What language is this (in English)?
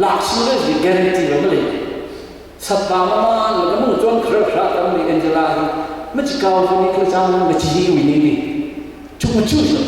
Tangkhul Naga (India)